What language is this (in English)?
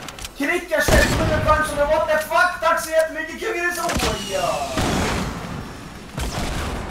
Swedish